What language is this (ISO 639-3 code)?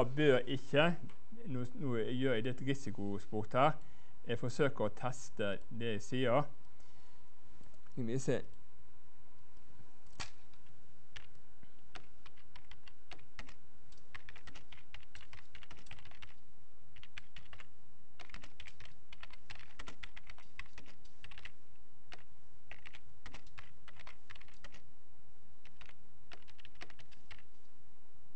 nor